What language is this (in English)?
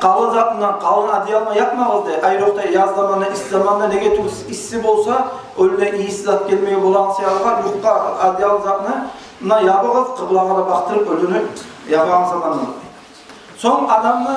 Kumyk